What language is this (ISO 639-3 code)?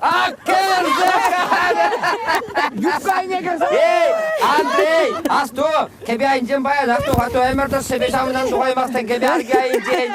chv